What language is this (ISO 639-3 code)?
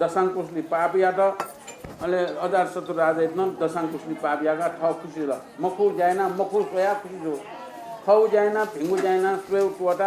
new